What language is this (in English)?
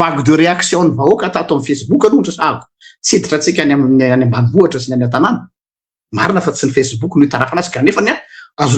Malagasy